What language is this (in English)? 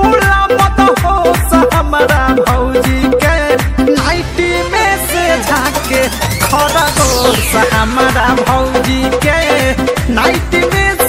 Bhojpuri